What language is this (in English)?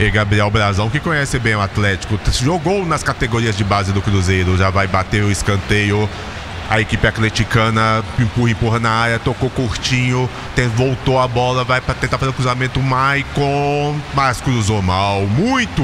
Portuguese